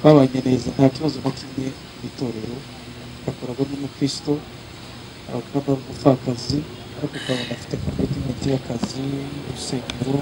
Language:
Kinyarwanda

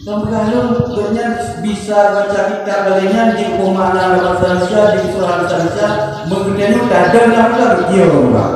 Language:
Achinese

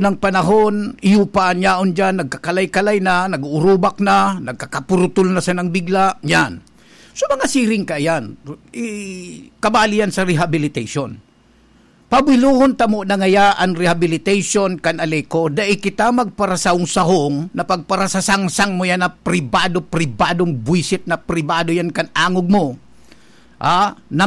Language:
Bikol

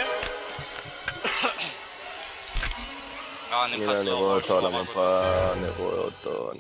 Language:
Hebrew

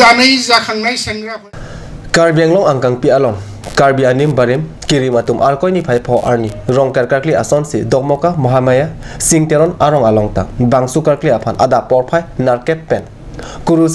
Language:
Karbi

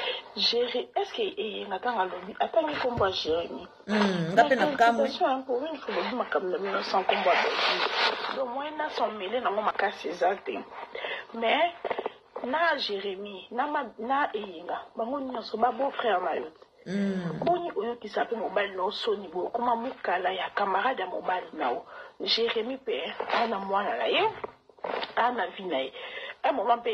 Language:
Lingala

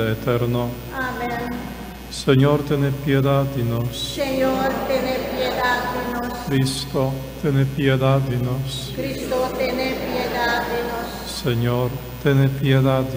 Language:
Papiamento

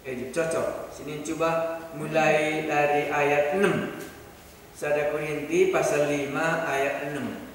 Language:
Batak Karo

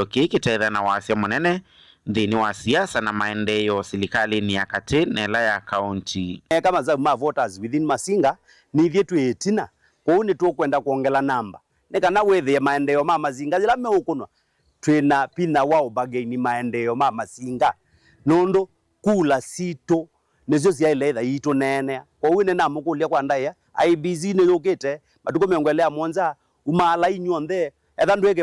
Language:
Kamba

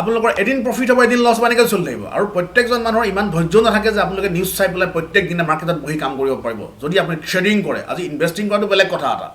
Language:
Assamese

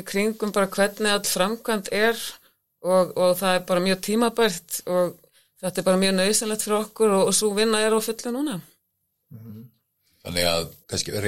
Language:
Icelandic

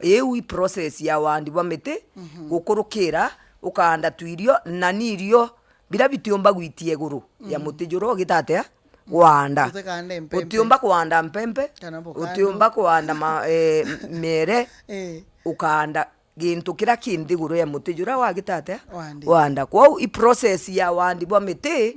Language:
Meru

